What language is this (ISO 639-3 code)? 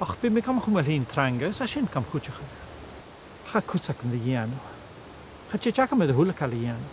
gla